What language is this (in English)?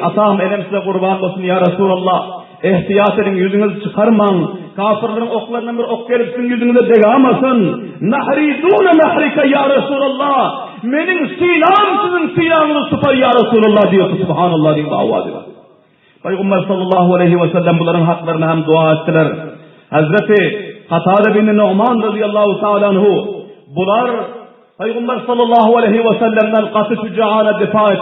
Turkmen